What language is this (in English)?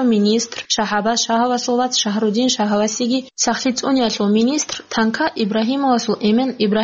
Avaric